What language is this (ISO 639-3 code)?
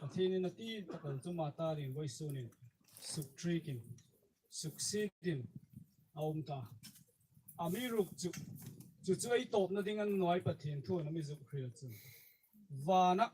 hmr